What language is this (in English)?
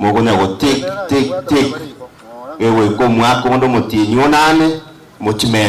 Gusii